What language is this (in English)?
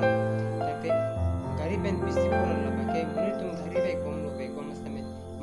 Karbi